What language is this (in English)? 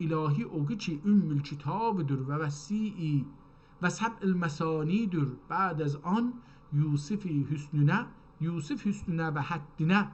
South Azerbaijani